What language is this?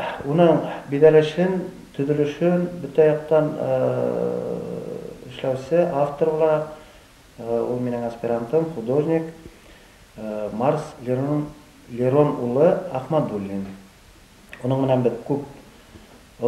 Bashkir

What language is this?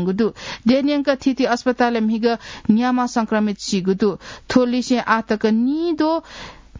Newari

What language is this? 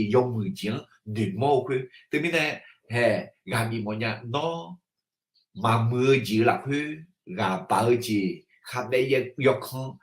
Akha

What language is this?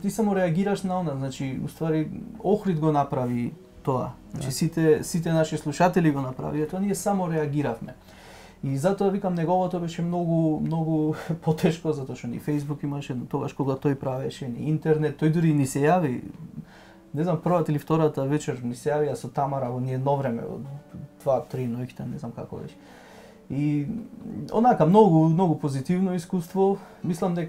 Macedonian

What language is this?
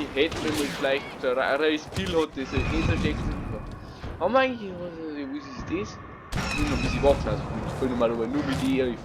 Bavarian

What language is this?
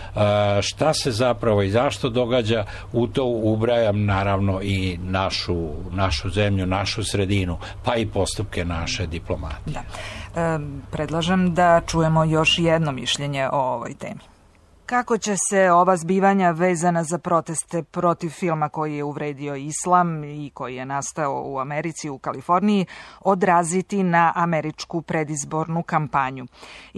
Serbian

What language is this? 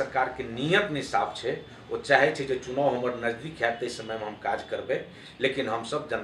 Maithili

